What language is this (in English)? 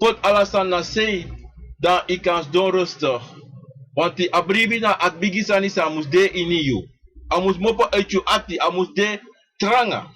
Sranan Tongo